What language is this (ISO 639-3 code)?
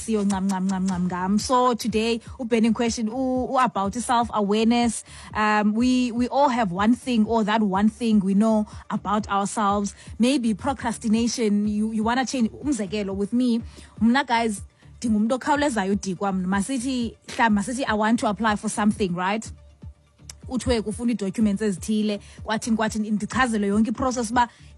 xho